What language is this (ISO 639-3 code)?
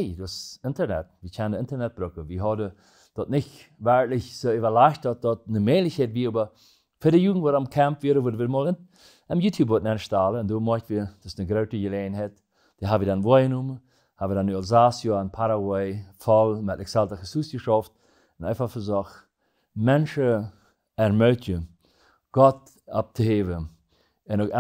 pdt